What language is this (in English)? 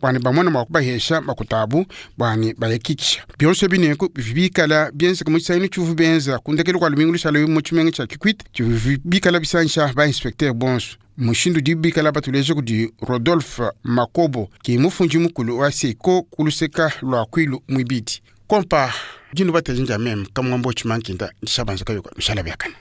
Luba-Lulua